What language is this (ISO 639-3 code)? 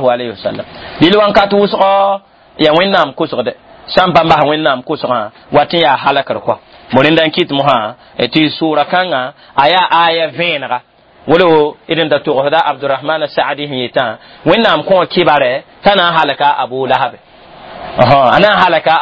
mos